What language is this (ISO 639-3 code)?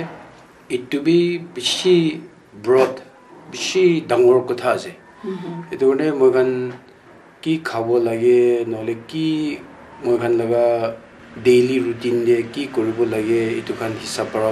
nag